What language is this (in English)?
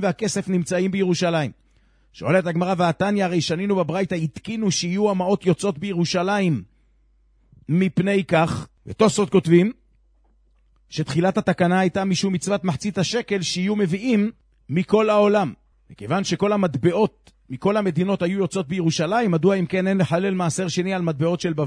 Hebrew